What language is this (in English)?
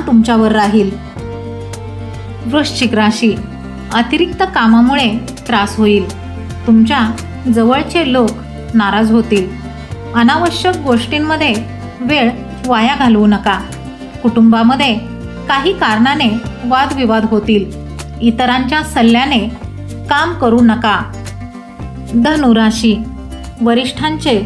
Marathi